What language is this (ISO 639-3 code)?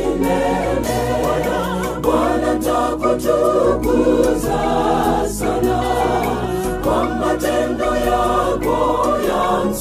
swa